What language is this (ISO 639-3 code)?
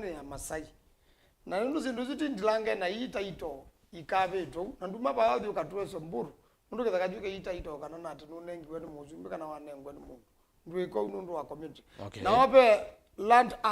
kam